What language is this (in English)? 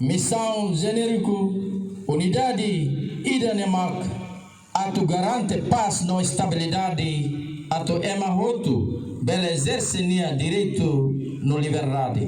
Tetum